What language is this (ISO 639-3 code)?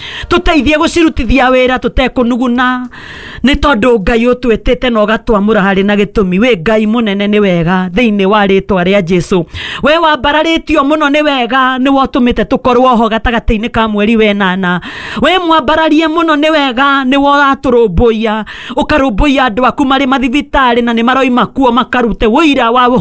kik